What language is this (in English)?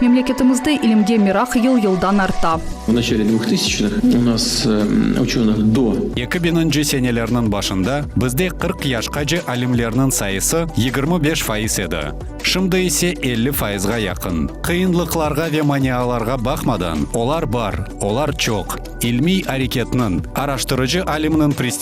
Crimean Tatar